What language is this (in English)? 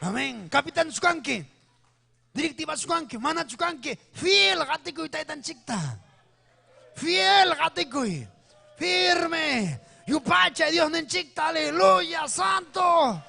Ayacucho Quechua